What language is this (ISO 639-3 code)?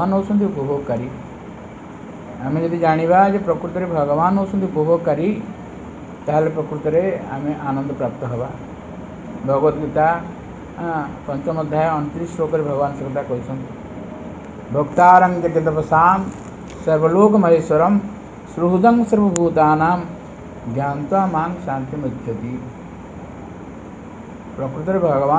ori